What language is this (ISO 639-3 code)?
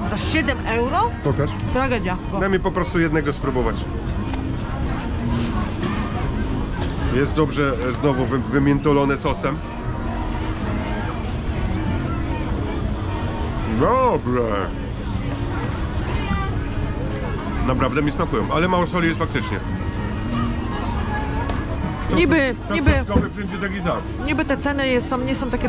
pol